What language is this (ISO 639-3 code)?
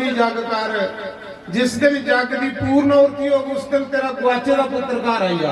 doi